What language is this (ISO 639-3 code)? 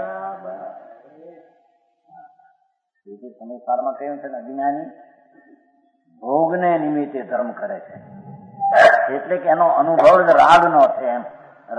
guj